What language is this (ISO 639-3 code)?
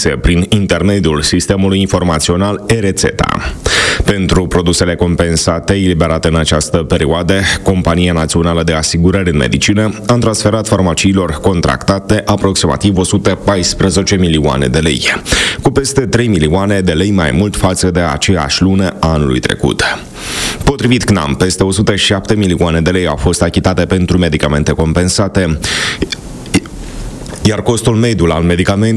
ron